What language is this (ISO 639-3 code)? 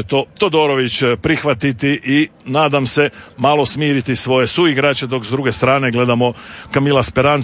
hrv